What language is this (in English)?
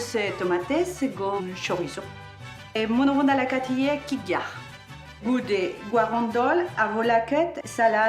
Breton